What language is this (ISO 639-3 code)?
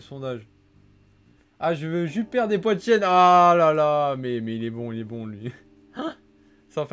fra